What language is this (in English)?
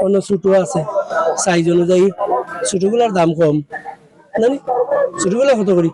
Sylheti